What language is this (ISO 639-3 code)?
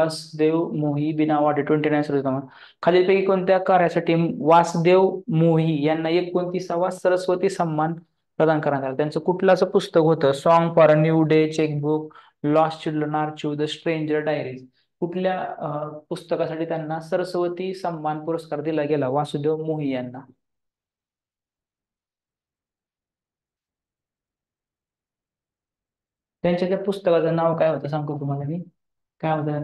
mar